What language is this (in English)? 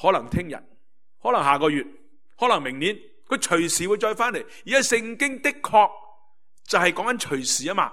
Cantonese